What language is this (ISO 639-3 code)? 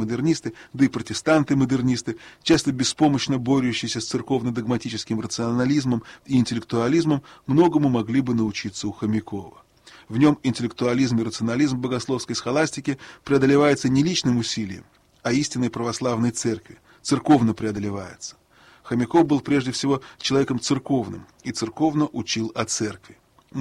rus